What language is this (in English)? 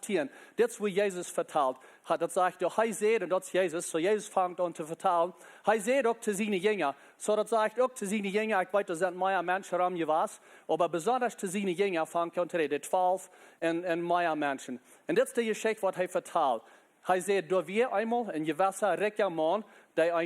Plautdietsch